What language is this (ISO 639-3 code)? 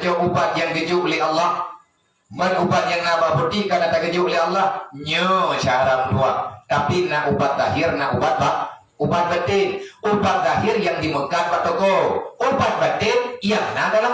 ace